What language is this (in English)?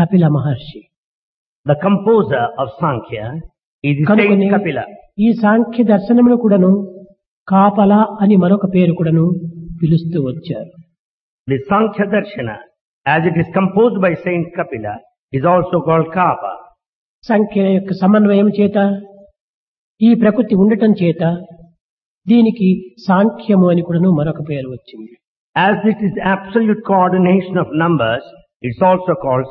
Telugu